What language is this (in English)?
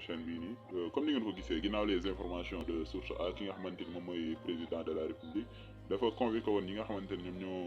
Wolof